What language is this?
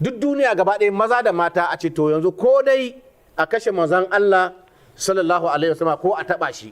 Hausa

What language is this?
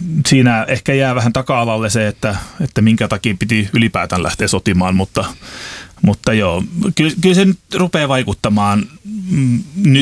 Finnish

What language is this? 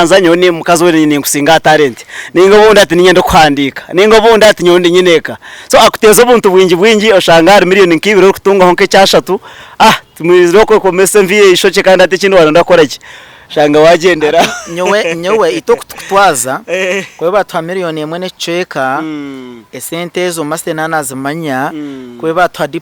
Nyankole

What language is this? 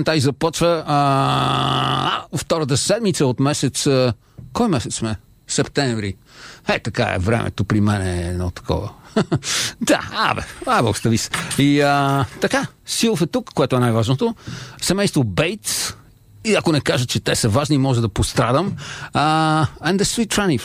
Bulgarian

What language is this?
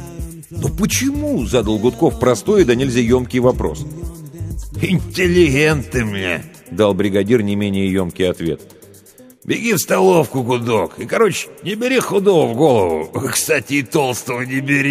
Russian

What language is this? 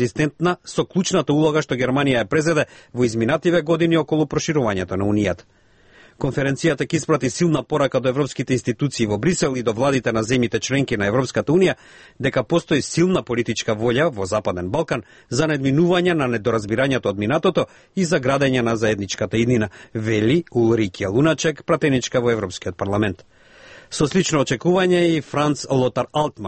Macedonian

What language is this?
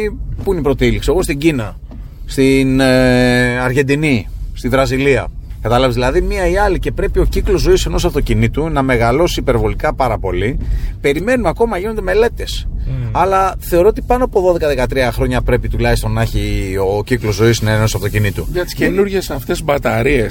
Greek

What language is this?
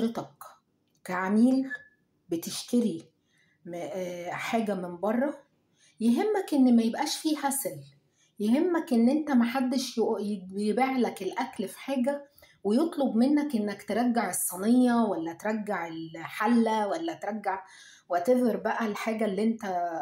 Egyptian Arabic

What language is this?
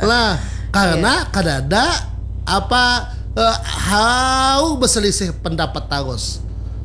Banjar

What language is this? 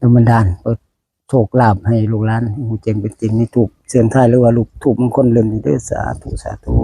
Northeastern Thai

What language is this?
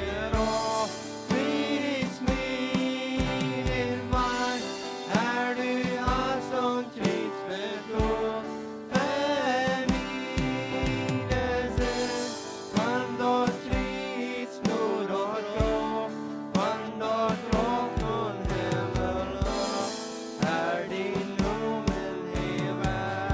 Plautdietsch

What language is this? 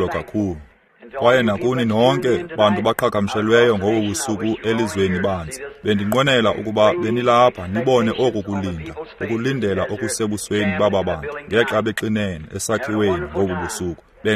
Xhosa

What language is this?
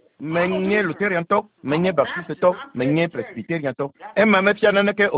Ewe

